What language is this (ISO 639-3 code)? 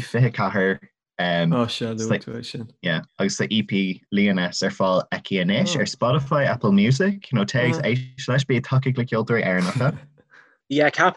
gle